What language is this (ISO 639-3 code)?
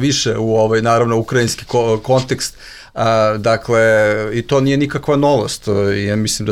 srp